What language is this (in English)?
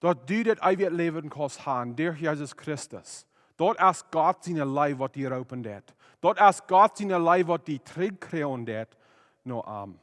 Plautdietsch